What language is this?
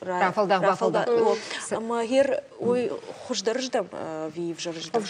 Ossetic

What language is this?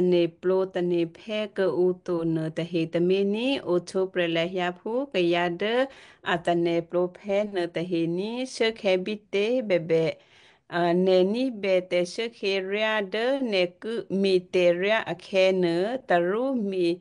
Western Kayah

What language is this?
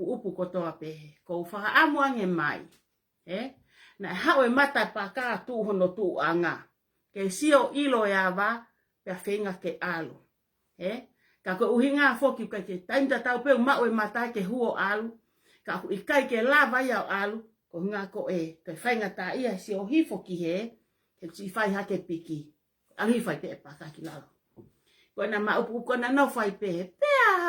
Tongan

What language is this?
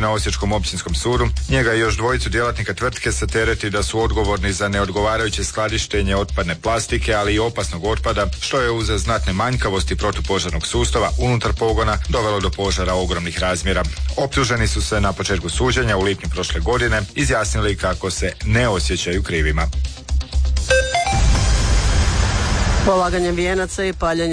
Croatian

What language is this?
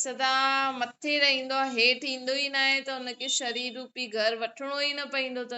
Sindhi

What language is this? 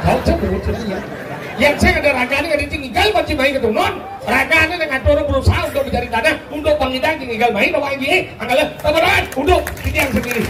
Balinese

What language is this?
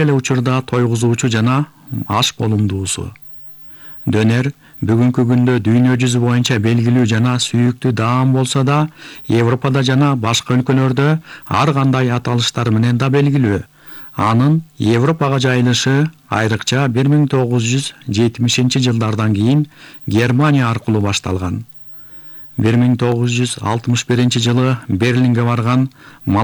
Kyrgyz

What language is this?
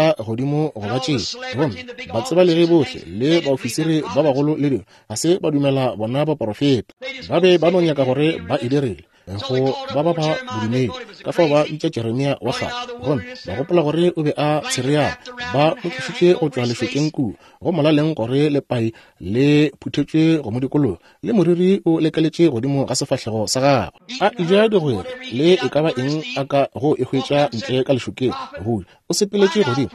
Northern Sotho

